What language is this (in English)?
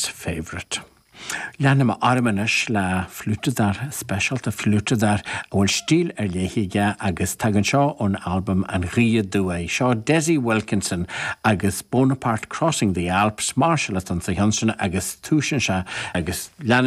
Irish